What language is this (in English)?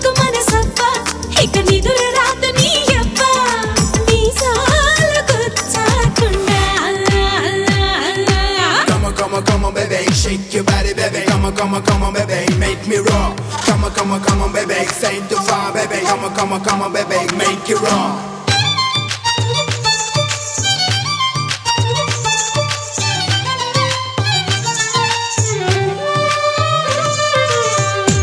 Telugu